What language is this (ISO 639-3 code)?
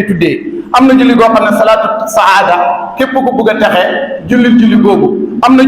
wol